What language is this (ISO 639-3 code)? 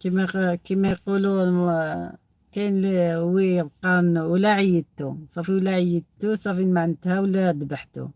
arq